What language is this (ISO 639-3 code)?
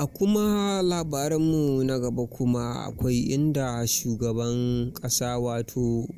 hau